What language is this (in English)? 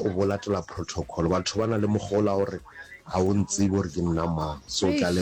Northern Sotho